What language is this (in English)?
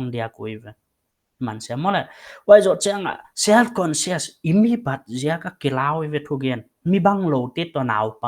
Paite Chin